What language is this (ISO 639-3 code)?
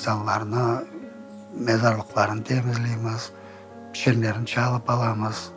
crh